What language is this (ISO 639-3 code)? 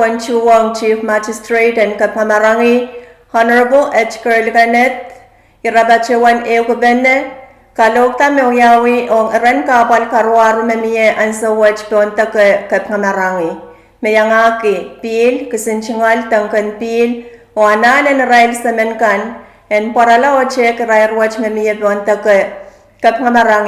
pon